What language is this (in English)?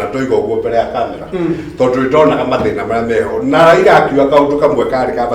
Kikuyu